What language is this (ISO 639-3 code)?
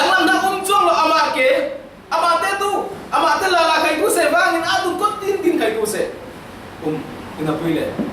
cfm